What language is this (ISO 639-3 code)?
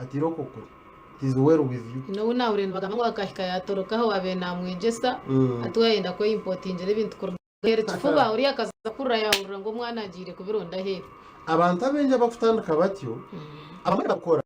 nyn